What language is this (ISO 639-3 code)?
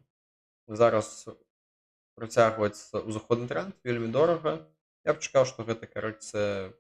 bel